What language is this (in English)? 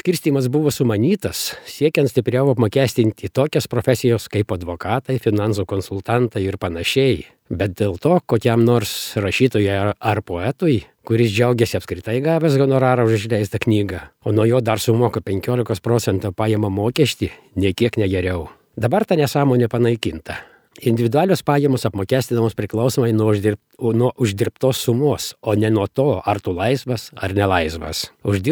Lithuanian